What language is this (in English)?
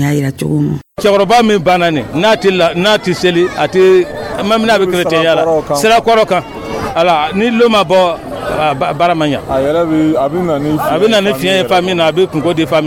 Dyula